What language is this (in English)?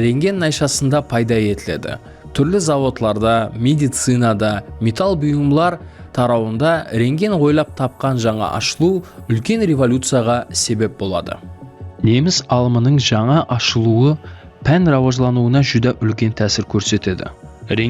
Kara-Kalpak